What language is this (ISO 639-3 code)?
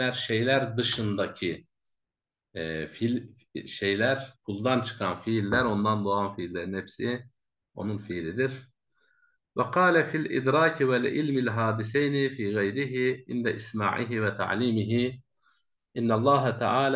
tur